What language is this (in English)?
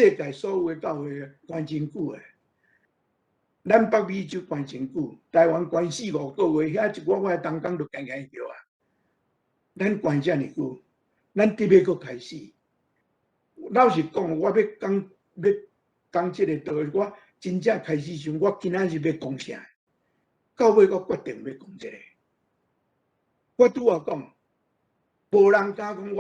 Min Nan Chinese